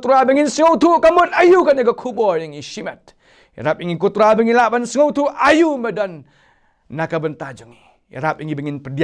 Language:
Khasi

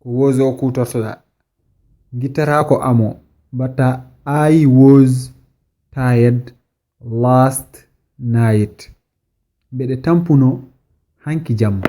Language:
Fula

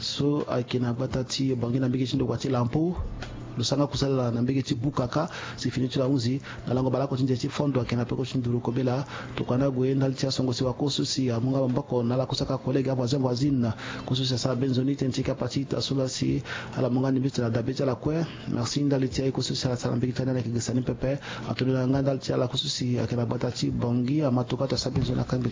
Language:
Sango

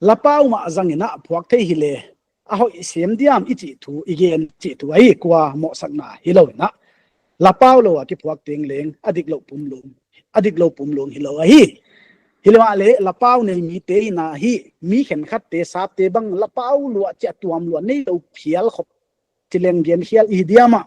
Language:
Paite Chin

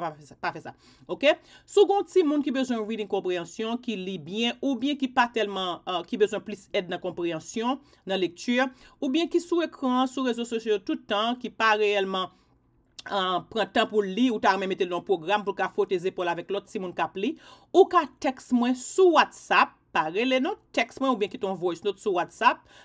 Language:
Haitian Creole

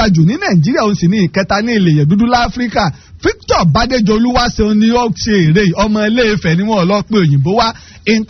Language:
Yoruba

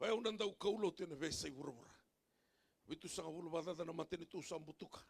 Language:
Fijian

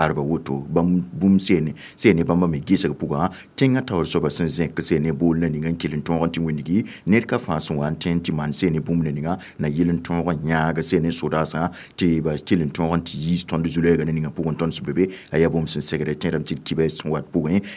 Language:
Mossi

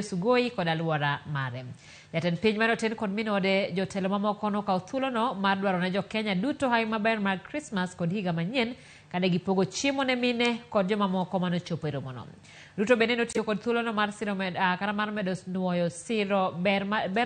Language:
Luo (Kenya and Tanzania)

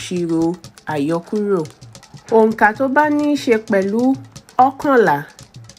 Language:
Yoruba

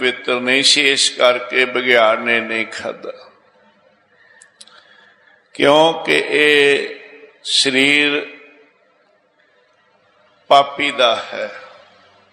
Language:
Punjabi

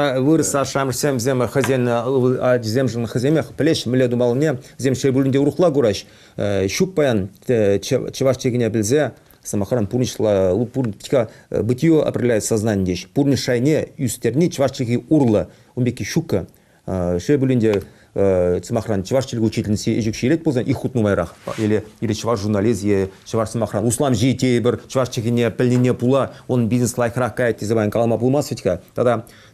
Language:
Chuvash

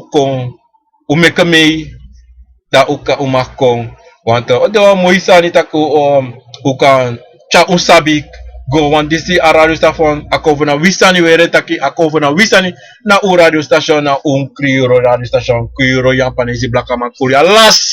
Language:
Sranan Tongo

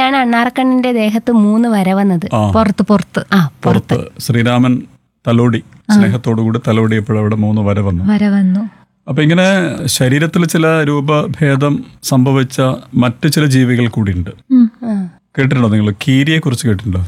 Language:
Malayalam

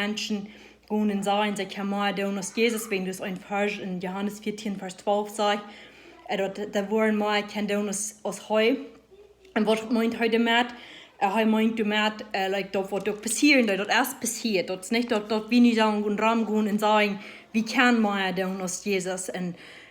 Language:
Plautdietsch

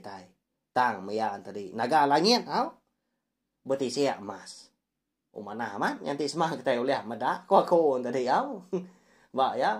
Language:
Iban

